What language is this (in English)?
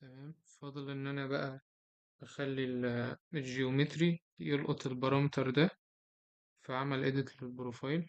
Egyptian Arabic